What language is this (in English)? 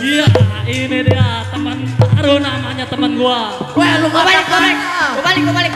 Betawi